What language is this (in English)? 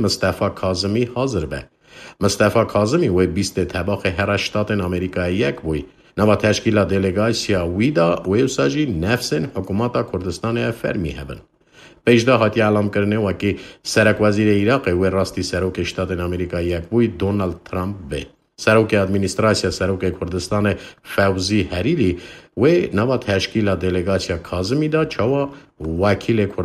Kurdish